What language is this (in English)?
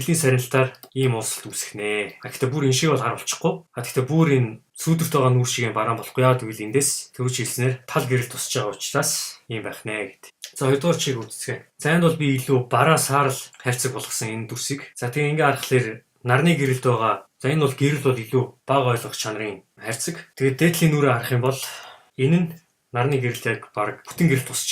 Mongolian